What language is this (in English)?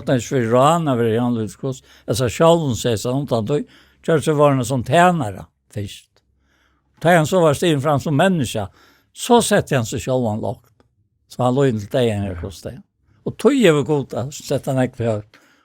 Faroese